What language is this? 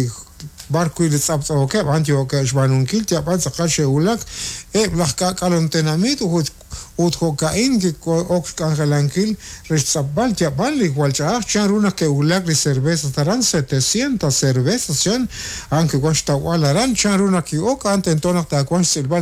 Kekchí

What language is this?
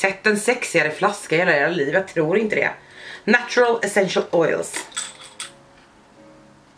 Swedish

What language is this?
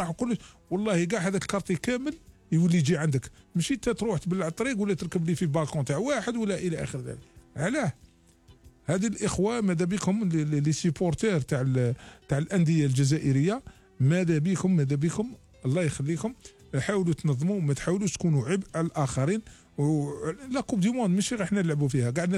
Algerian Arabic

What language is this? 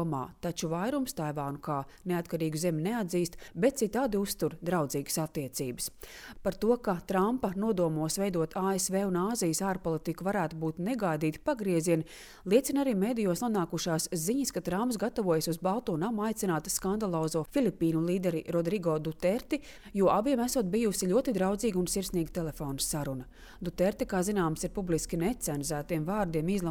Latvian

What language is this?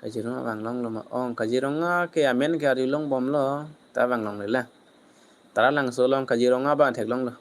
Karbi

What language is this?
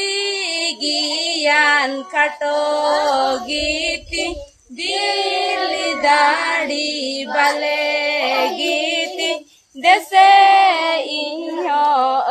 Santali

